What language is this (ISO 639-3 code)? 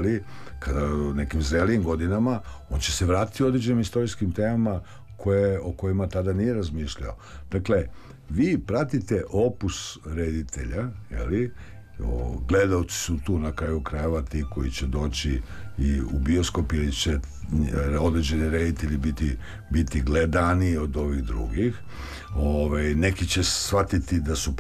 srp